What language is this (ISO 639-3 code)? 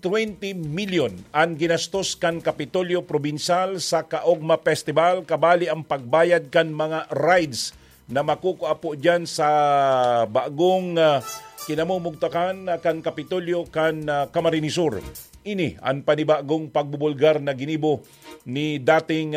bik